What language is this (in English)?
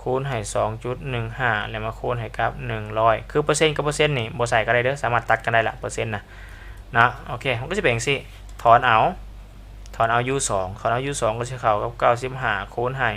Lao